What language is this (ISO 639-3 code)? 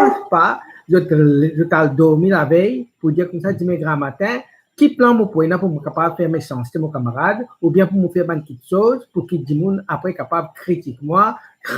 mfe